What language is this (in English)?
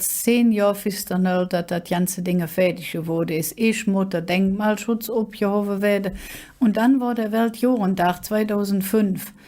Colognian